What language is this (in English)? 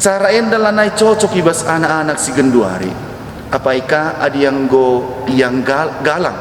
Batak Karo